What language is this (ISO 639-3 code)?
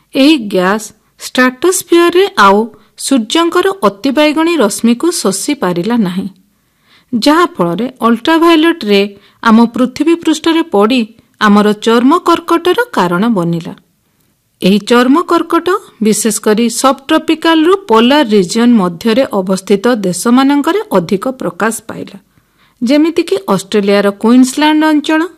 ori